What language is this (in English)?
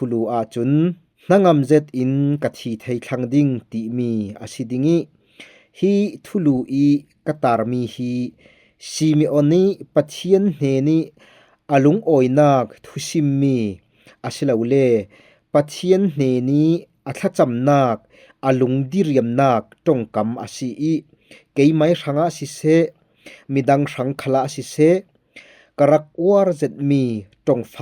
Falam Chin